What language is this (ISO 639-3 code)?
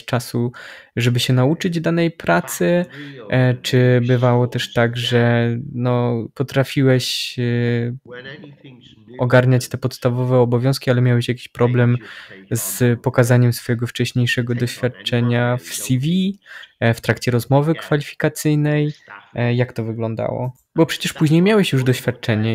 pol